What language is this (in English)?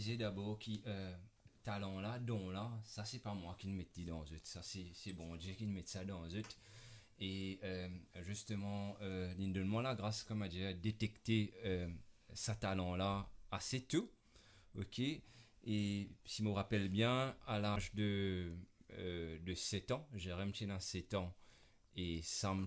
Morisyen